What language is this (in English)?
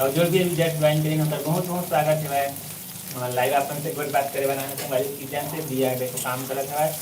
Chhattisgarhi